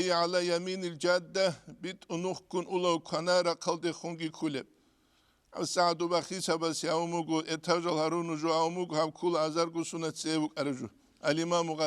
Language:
Avaric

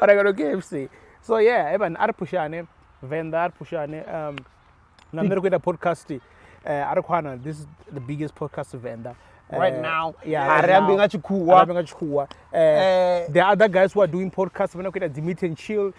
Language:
Venda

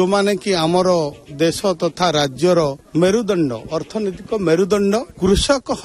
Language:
Odia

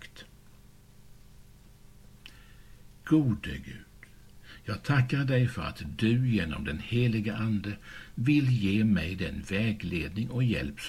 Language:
Swedish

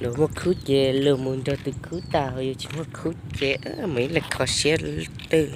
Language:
Hmong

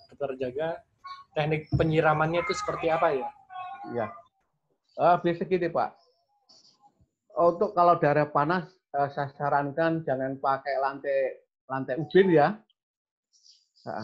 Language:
Indonesian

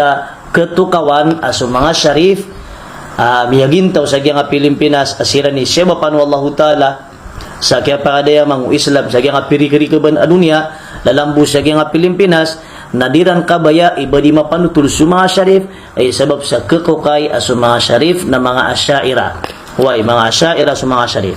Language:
Maranao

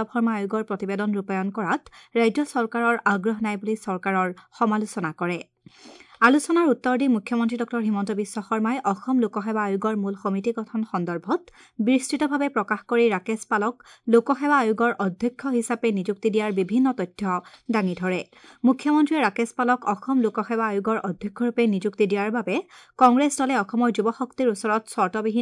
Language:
Assamese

